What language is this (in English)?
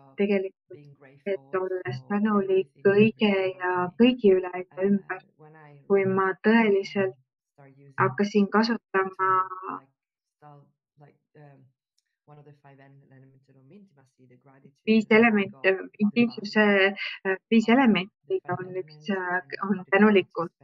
Estonian